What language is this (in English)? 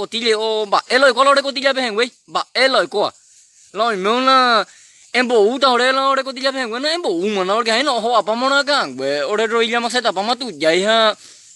Guarani